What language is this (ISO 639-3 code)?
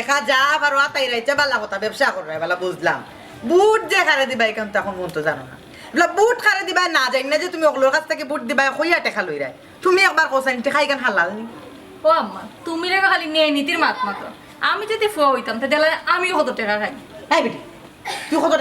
syl